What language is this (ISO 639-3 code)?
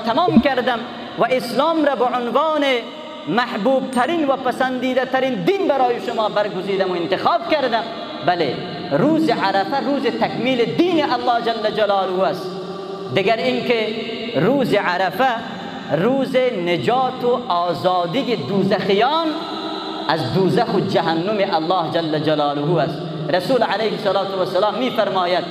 fas